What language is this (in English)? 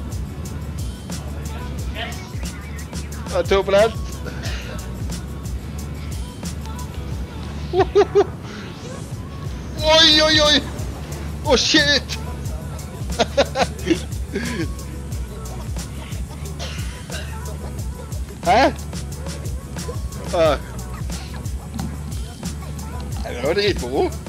Norwegian